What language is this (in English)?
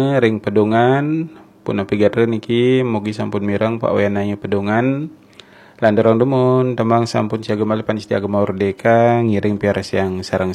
Balinese